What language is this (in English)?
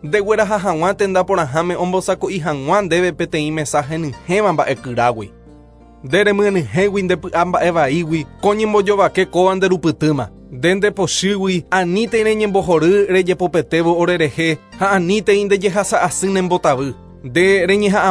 Guarani